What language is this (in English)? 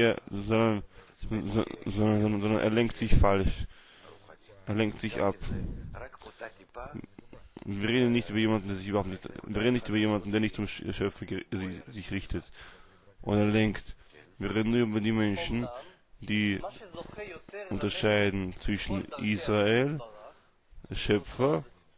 German